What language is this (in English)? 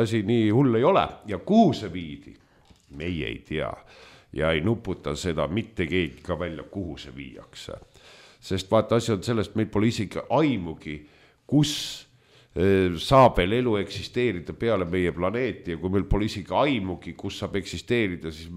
Estonian